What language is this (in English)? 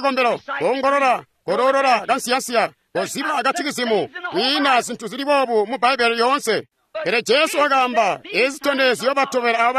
Tonga (Zambia)